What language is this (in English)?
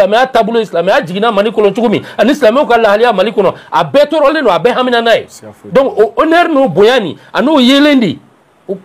Bambara